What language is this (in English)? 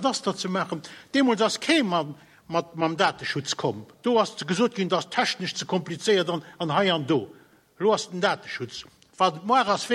Luxembourgish